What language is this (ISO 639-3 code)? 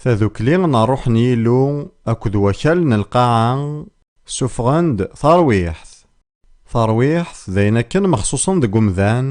kab